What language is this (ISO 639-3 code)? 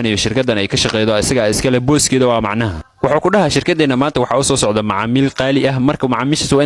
som